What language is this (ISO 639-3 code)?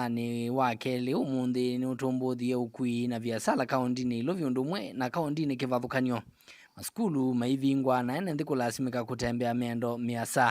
kam